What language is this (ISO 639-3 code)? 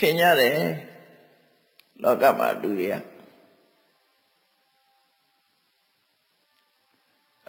mya